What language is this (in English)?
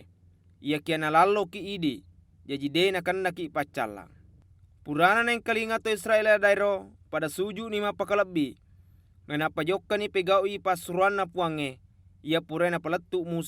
Buginese